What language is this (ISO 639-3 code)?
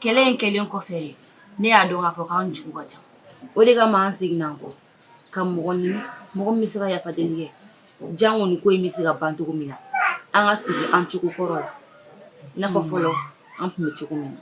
bam